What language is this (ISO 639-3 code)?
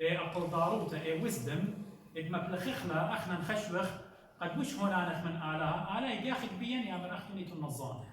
aii